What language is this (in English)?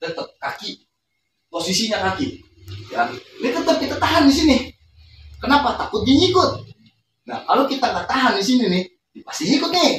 Betawi